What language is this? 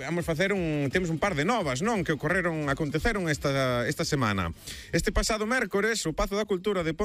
Galician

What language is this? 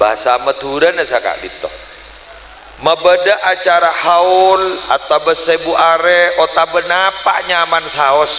Madurese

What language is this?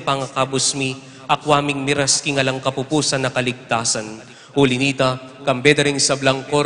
Pampanga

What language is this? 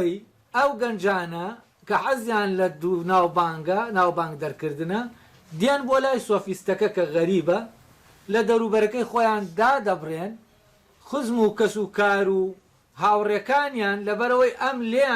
Central Kurdish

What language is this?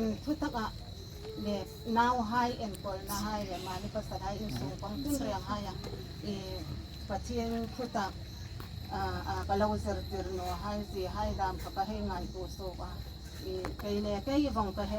Hmar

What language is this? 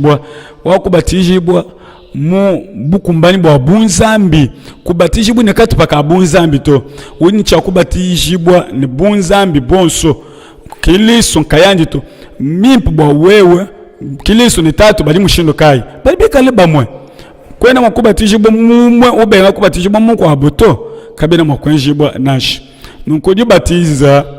Luba-Lulua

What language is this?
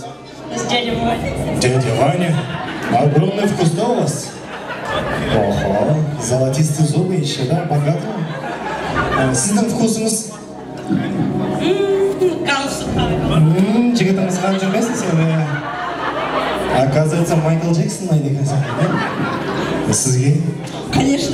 Kazakh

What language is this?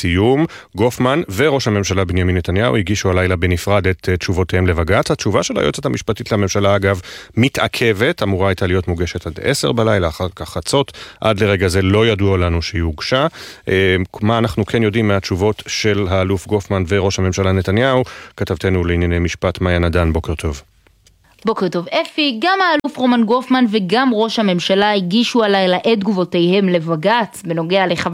Hebrew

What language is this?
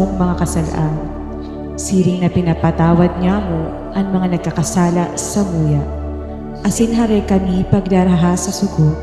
Bikol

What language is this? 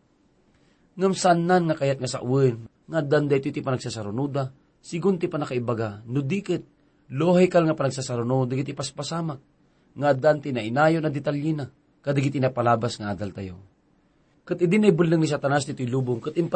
Iloko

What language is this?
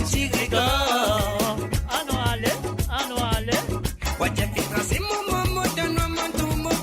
Morisyen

